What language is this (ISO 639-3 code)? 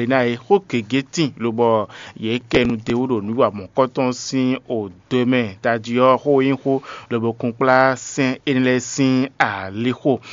fon